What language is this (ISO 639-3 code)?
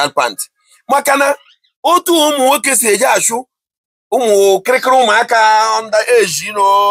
ibo